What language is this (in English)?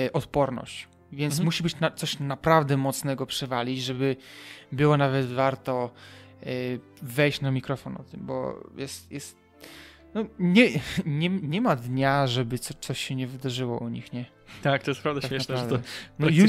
Polish